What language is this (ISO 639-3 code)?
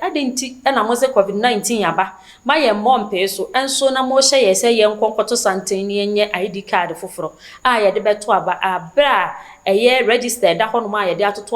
aka